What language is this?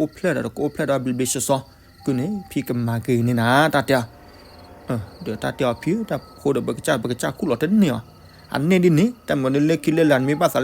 S'gaw Karen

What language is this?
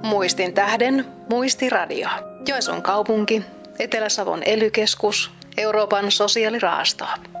Finnish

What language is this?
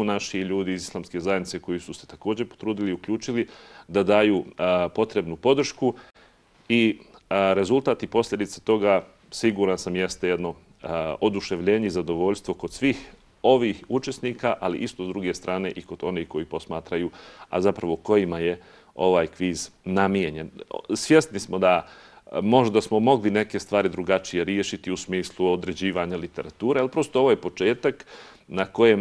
Bosnian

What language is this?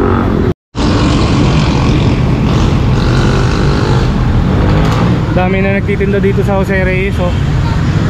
Filipino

